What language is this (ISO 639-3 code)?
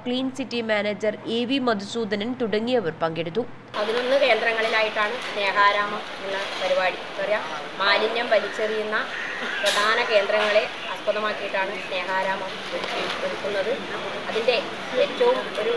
mal